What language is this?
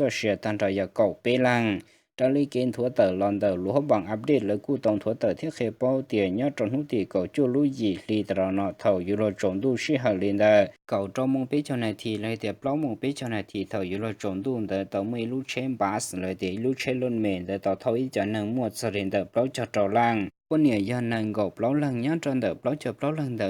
Hmong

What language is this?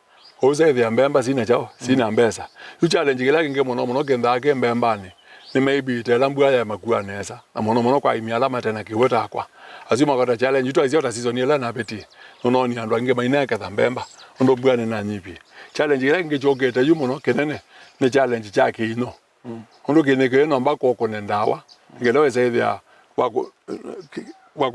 Kamba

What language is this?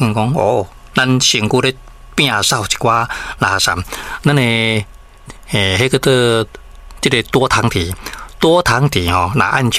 Min Nan Chinese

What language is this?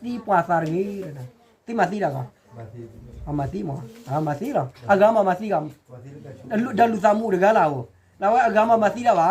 S'gaw Karen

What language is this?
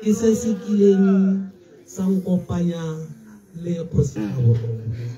Tswana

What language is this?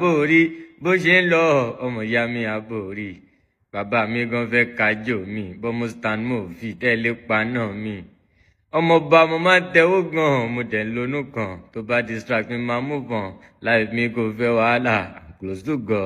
Yoruba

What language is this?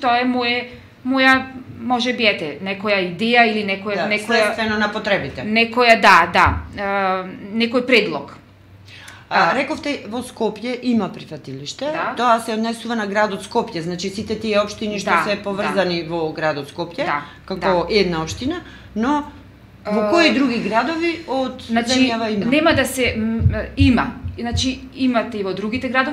Macedonian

